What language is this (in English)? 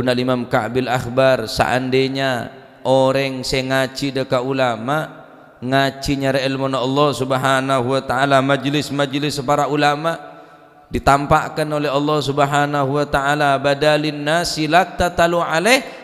Madurese